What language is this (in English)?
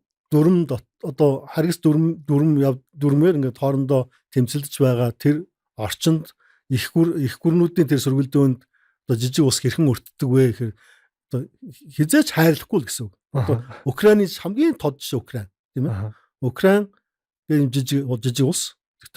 Mongolian